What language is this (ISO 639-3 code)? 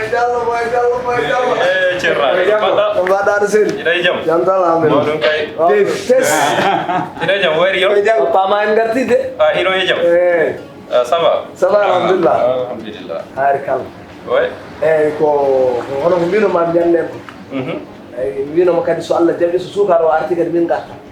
ful